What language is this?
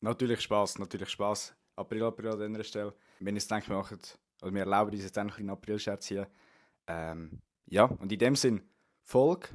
Swiss German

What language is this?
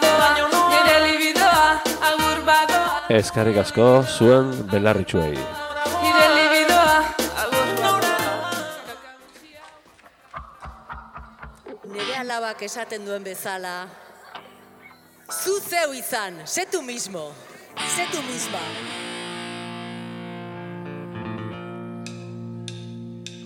Basque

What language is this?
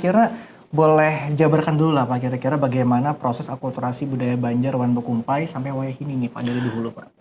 Banjar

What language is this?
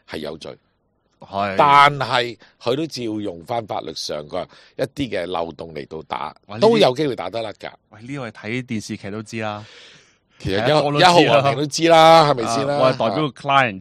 Cantonese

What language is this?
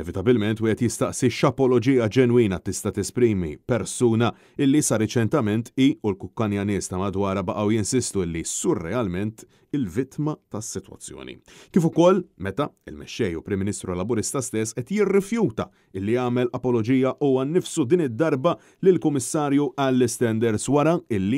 Maltese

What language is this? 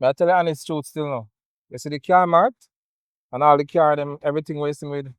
Jamaican Creole English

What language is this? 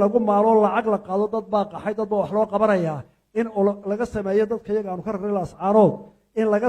Somali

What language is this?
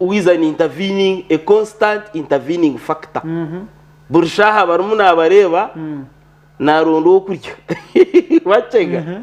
Nyankole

